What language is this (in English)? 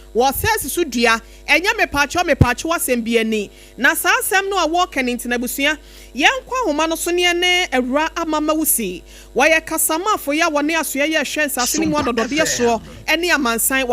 Akan